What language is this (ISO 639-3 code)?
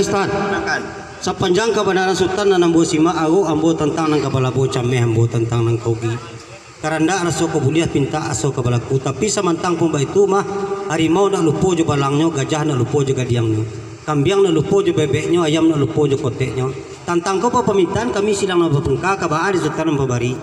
min